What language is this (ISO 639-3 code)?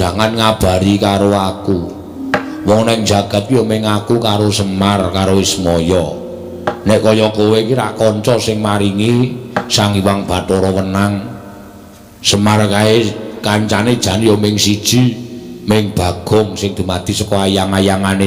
jav